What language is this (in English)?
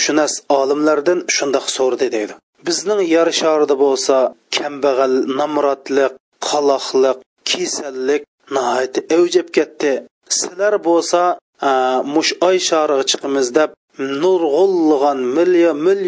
Uyghur